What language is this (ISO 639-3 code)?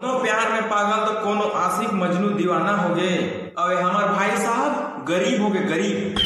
hne